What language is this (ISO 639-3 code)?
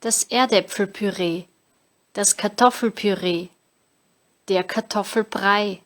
bar